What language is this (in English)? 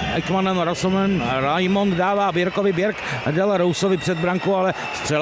Czech